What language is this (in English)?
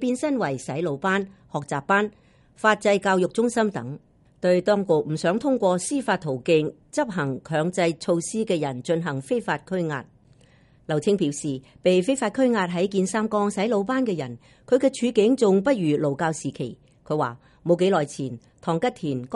Cantonese